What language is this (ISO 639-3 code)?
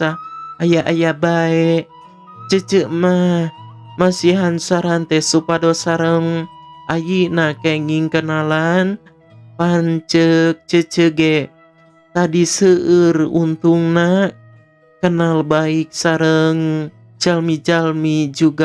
sun